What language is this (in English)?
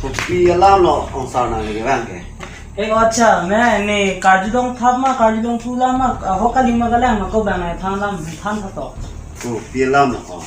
Karbi